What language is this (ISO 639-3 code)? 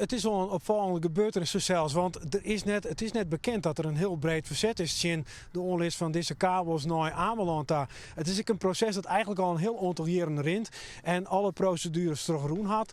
fry